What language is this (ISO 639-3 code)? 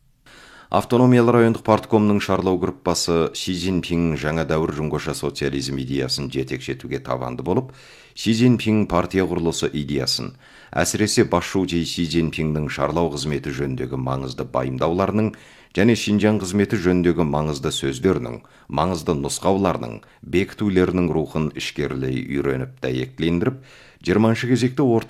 kaz